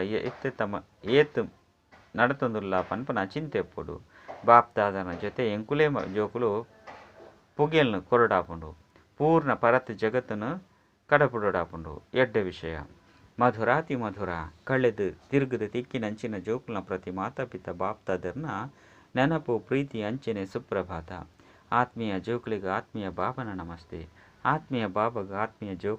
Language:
Tulu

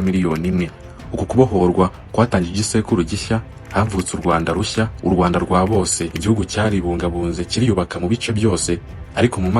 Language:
Kinyarwanda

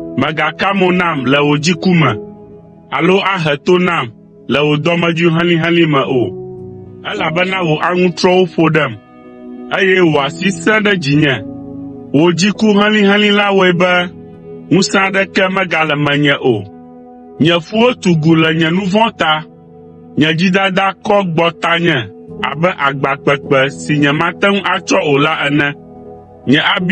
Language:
Ewe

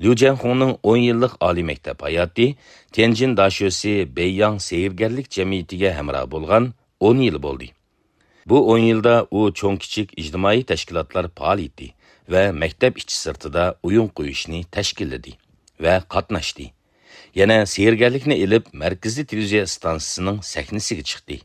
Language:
Uyghur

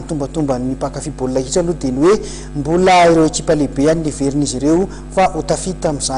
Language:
Malagasy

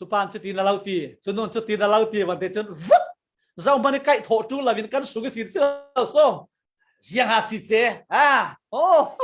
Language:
Falam Chin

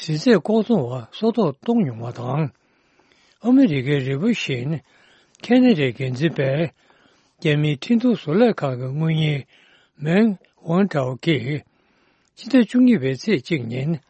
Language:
Tibetan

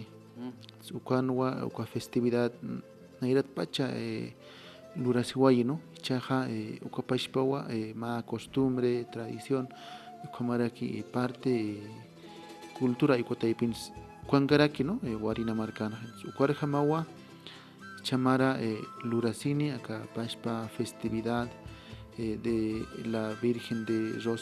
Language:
Aymara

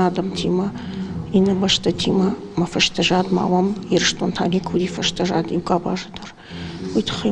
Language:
Ossetic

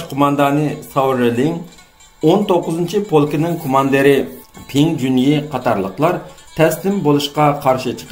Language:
Uyghur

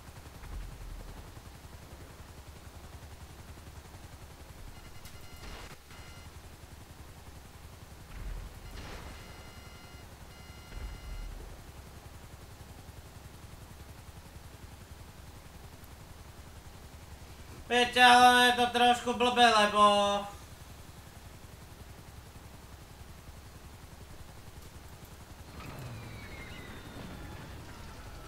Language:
Slovak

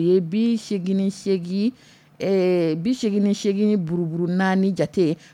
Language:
Dyula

